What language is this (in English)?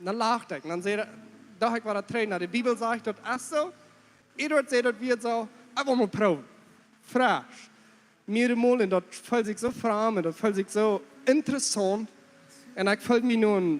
Plautdietsch